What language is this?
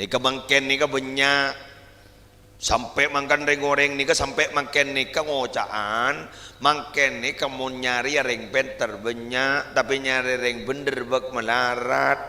Madurese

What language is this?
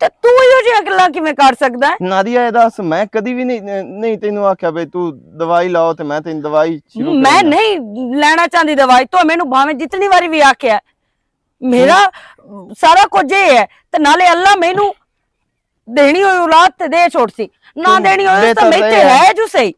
Western Panjabi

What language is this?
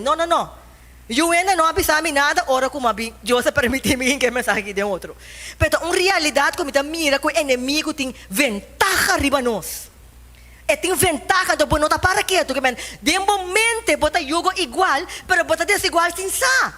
Papiamento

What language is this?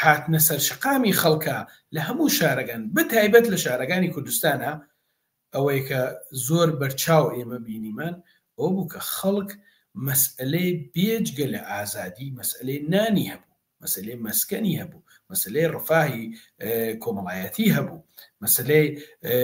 Central Kurdish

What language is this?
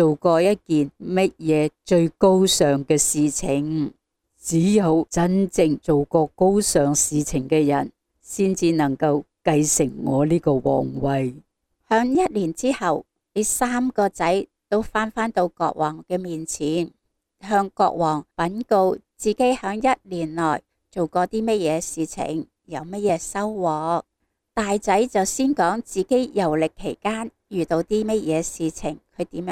Cantonese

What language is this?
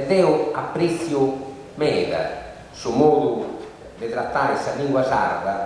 Sardinian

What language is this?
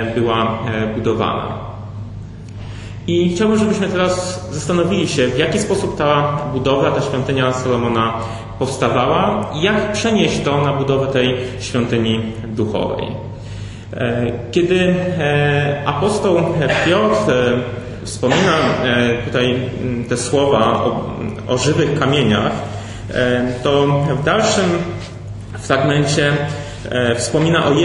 Polish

